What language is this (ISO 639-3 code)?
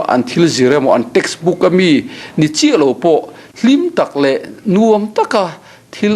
lus